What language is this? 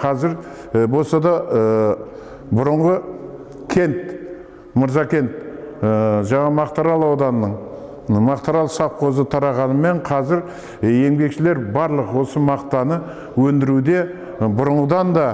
Kazakh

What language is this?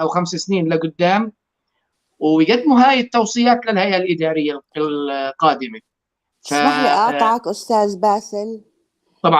North Levantine Arabic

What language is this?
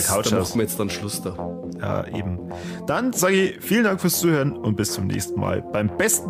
Bavarian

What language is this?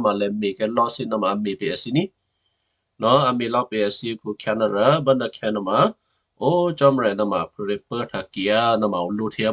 Western Kayah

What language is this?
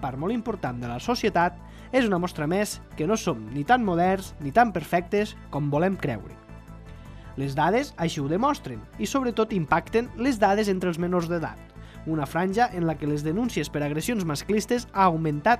Catalan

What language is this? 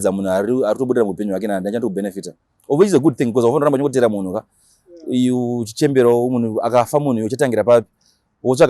Shona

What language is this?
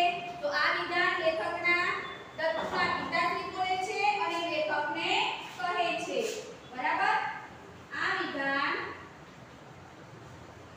Gujarati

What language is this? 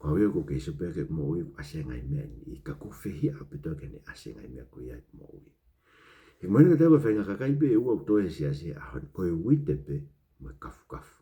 Tongan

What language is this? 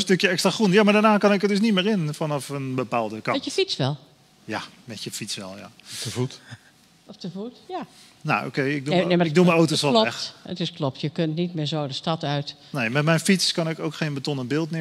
Dutch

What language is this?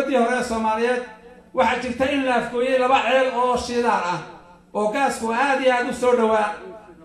Somali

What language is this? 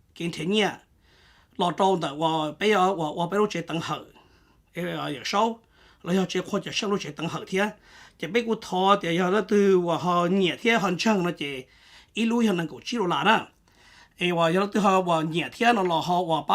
Hmong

